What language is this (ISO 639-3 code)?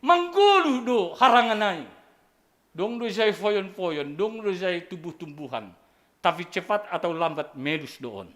bts